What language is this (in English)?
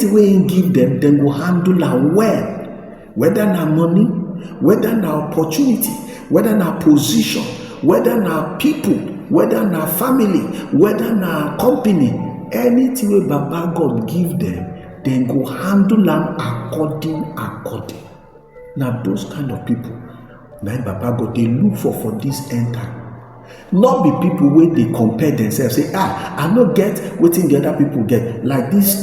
Nigerian Pidgin